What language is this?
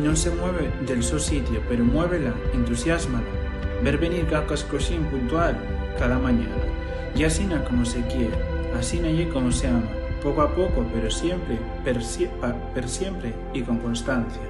Asturian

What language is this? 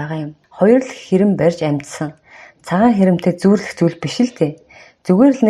Mongolian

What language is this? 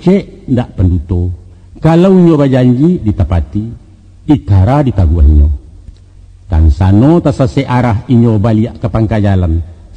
Minangkabau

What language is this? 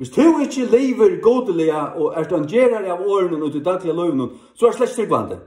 Faroese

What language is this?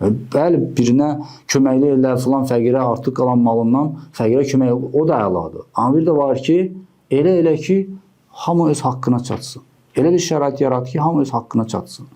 Azerbaijani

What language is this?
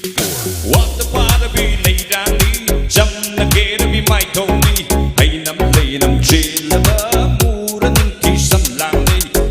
Tangkhul Naga (India)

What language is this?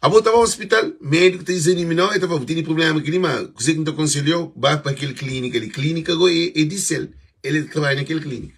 Kabuverdianu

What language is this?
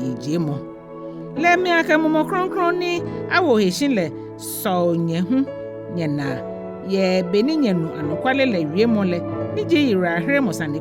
Ga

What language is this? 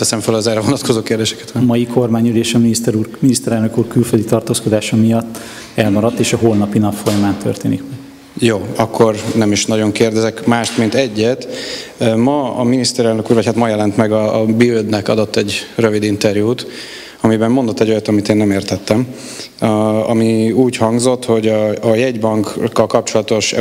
Hungarian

